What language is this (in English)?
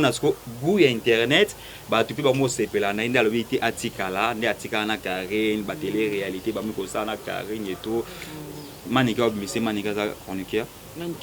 Lingala